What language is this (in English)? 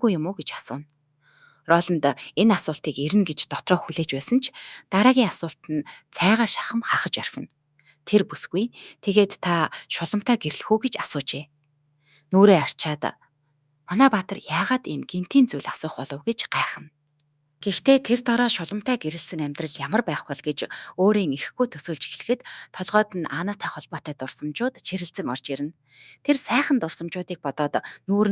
Mongolian